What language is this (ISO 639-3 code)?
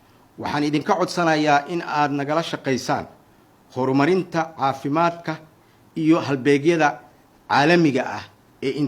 som